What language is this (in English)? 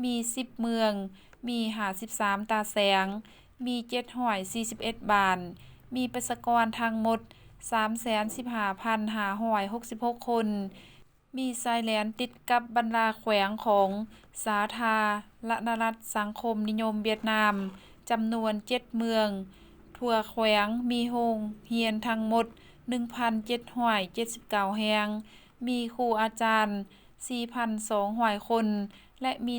Lao